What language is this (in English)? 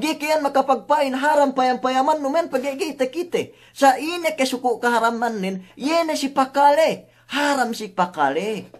Yakan